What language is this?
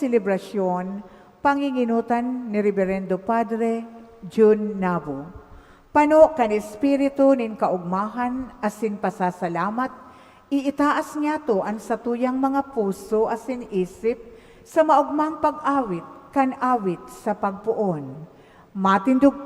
Bikol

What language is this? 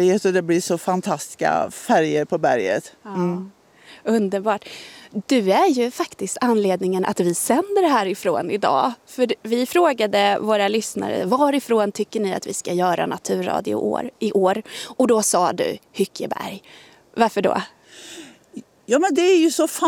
Swedish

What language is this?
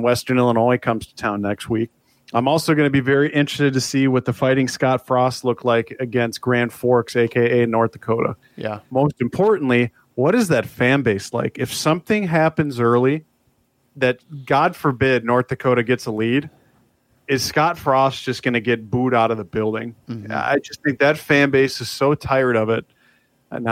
English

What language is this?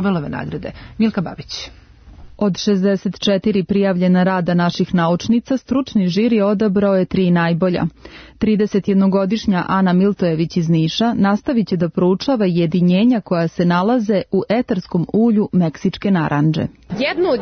Serbian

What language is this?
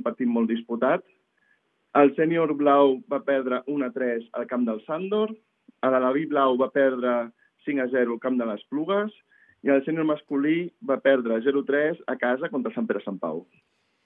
Catalan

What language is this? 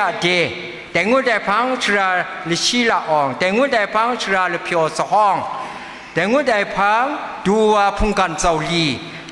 Kachin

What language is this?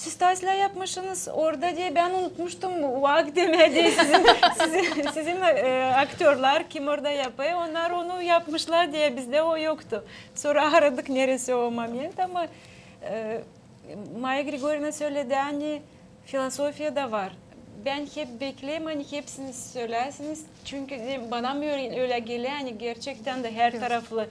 Gagauz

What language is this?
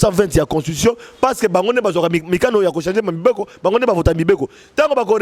Lingala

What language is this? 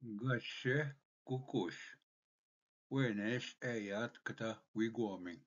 Ojibwa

